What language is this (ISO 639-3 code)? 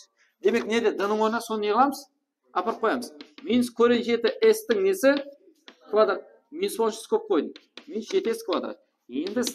kaa